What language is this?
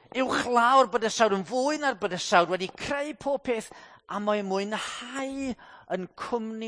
Welsh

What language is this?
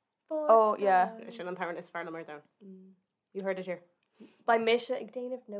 Irish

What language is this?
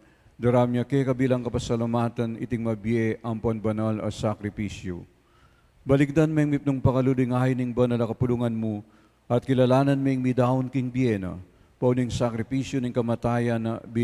Pampanga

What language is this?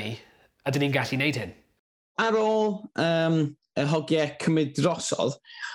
Welsh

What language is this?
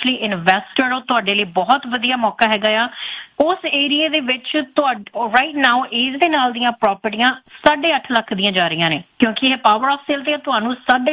Punjabi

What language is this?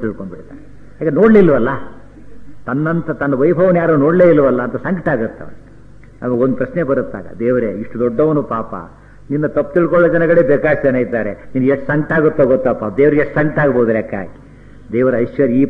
Kannada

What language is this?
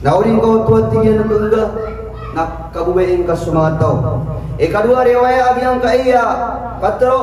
Maranao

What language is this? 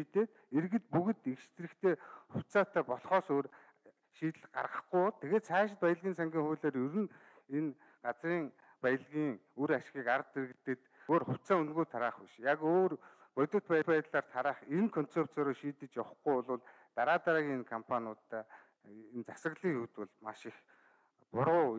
Mongolian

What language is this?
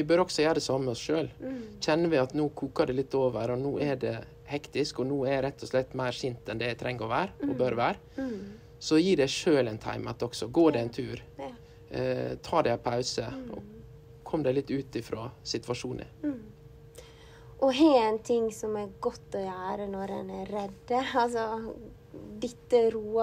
Norwegian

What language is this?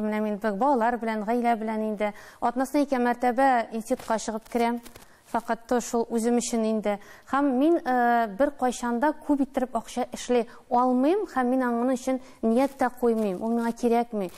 Tatar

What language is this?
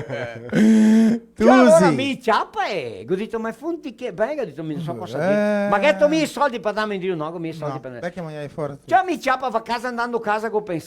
Venetian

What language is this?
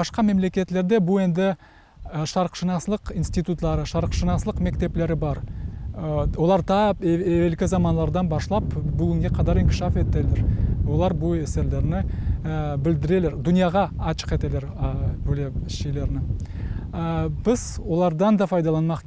Crimean Tatar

